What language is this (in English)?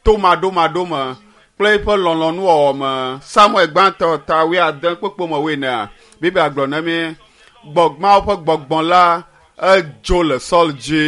Ewe